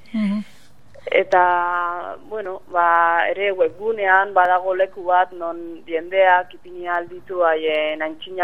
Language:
Basque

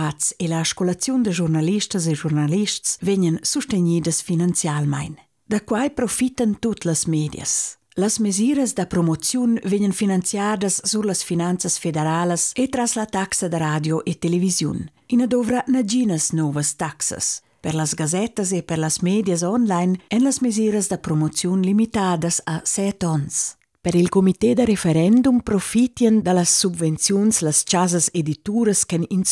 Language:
Romansh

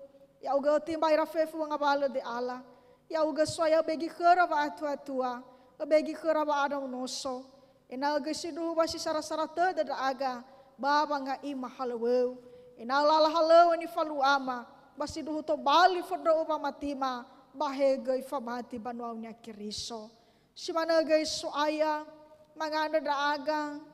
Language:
Nias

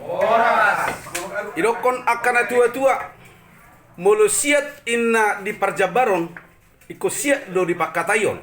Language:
Batak Toba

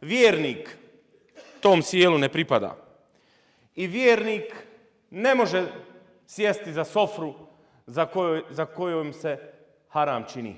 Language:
Bosnian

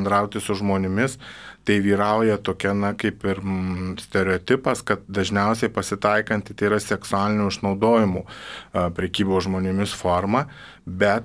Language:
Lithuanian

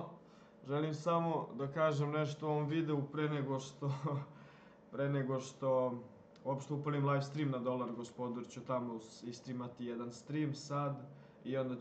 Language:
Serbian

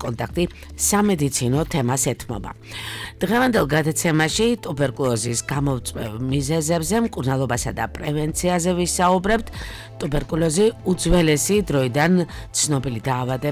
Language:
Georgian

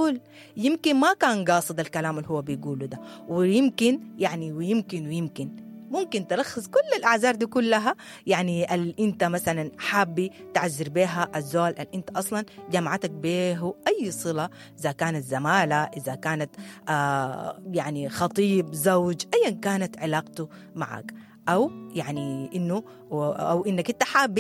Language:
Sudanese Arabic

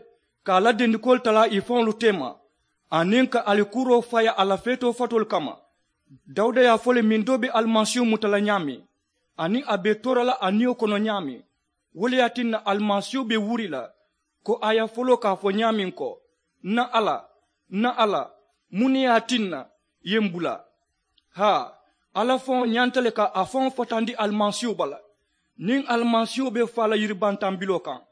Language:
Mandingo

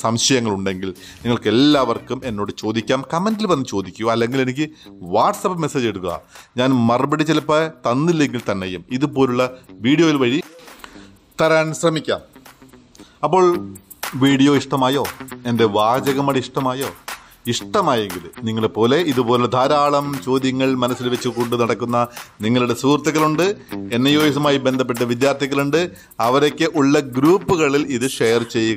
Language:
Malayalam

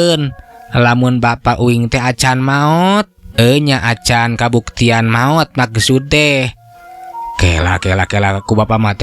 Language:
Sundanese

